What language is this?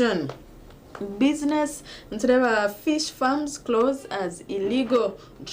Nyankole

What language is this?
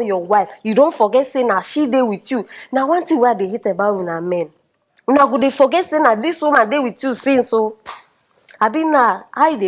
Nigerian Pidgin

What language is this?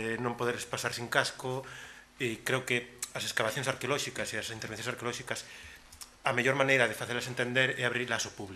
Galician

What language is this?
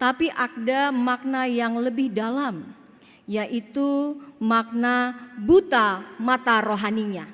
Batak Toba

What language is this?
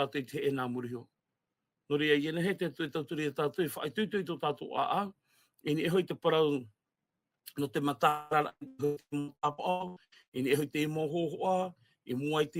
Tahitian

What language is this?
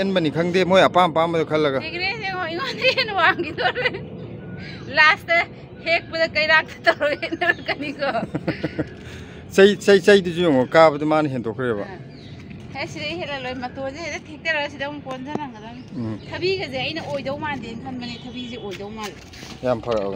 Manipuri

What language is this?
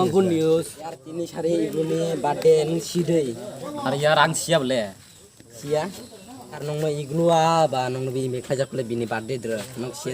Kok Borok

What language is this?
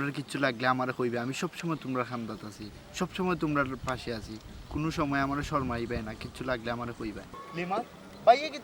Sylheti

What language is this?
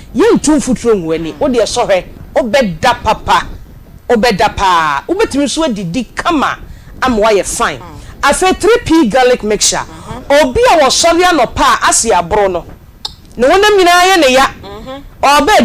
Akan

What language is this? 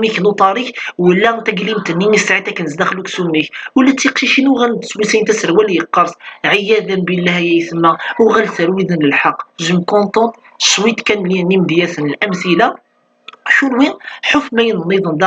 Kabyle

